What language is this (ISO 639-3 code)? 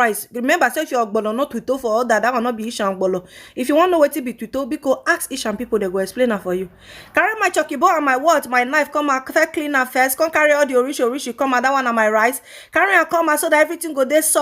pcm